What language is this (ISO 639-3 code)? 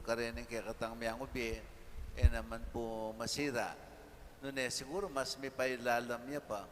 pam